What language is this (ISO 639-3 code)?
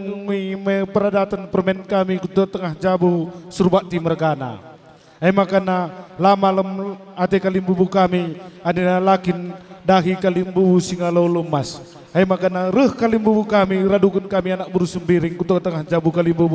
btx